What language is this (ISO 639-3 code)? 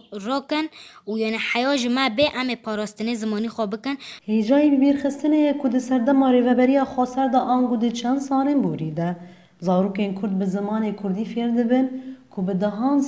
kur